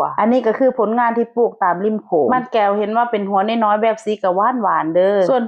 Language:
Northeastern Thai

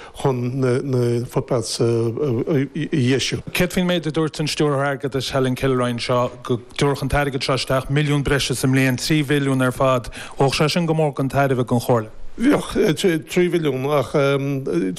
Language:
Irish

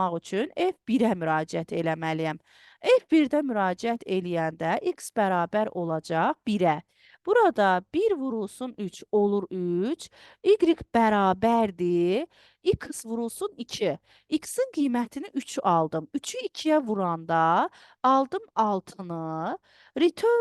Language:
Azerbaijani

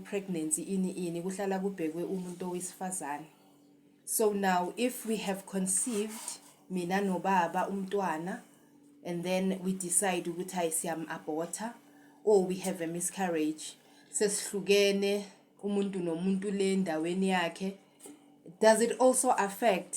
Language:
Zulu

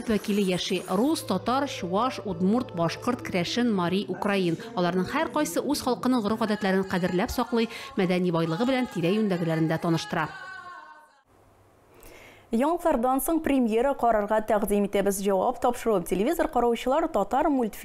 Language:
Tatar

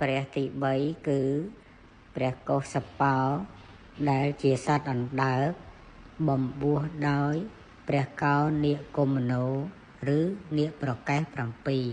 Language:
Khmer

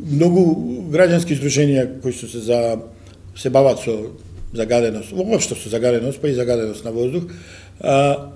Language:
Macedonian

